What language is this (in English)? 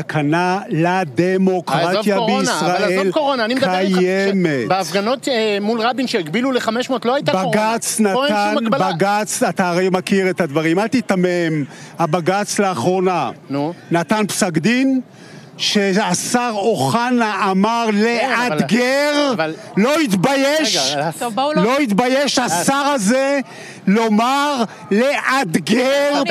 Hebrew